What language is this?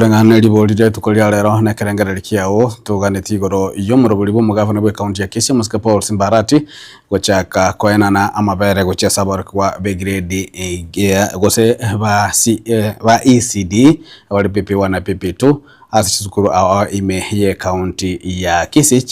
Gusii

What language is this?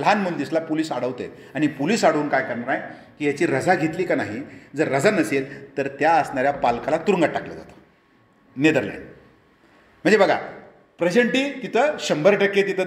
Marathi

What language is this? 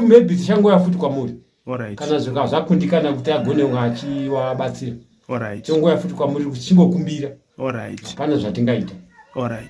Shona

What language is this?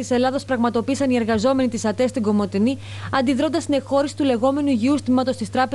Greek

